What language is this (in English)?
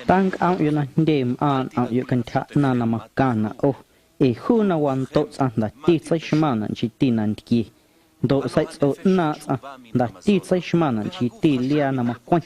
Guerrero Amuzgo